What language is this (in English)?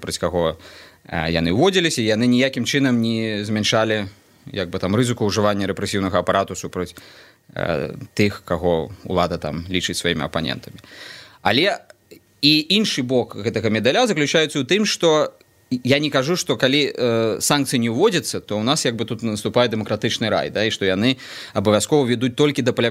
Belarusian